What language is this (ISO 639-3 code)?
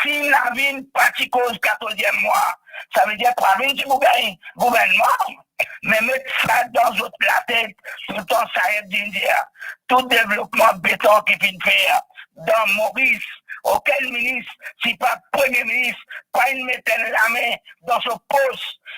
mfe